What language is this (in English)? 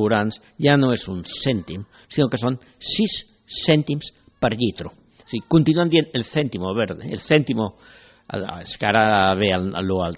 Catalan